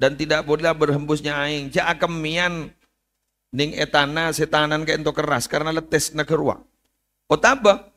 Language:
Madurese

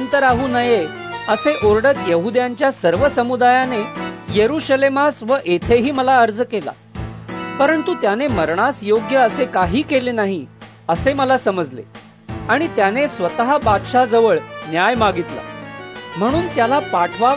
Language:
Marathi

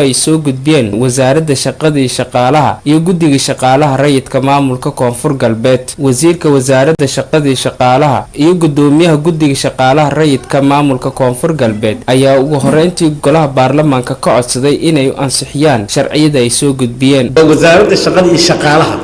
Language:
Somali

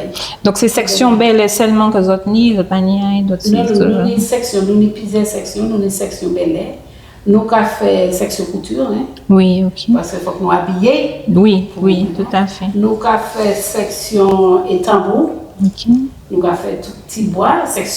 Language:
Guadeloupean Creole French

